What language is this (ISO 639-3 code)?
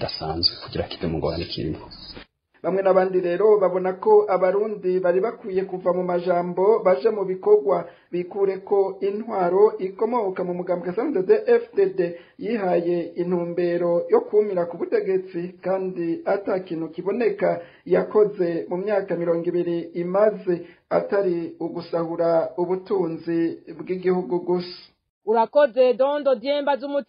run